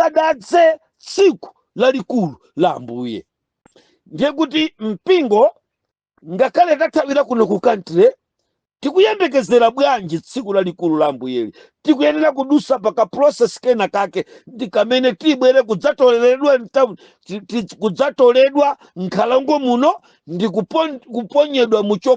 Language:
Nyanja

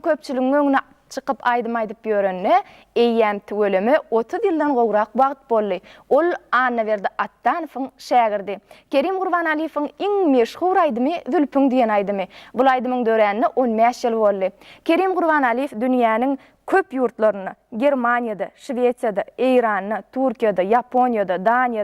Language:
Turkmen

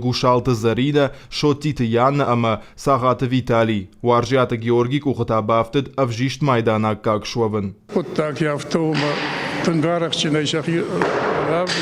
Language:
Ossetic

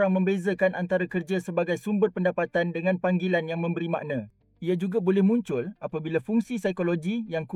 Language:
Malay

